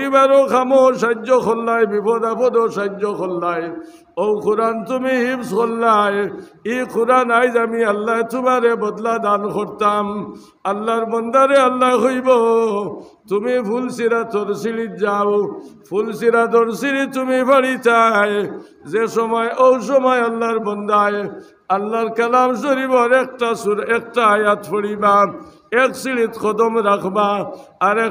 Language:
Sylheti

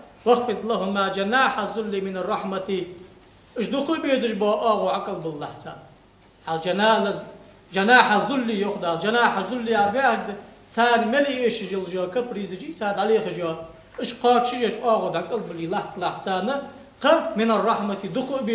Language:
Ingush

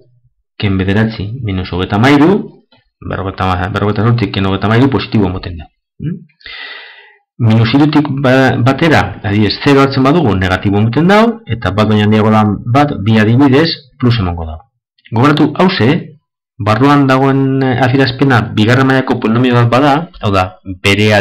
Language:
Basque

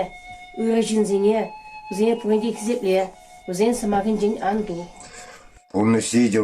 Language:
Chuvash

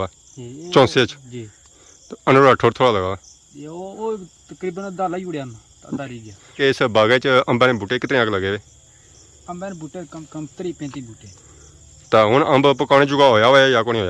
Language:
Pahari-Potwari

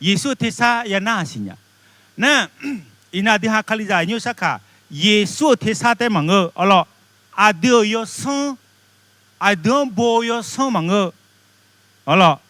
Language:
Akha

